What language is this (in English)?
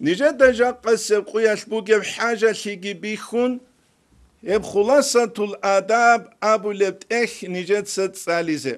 Avaric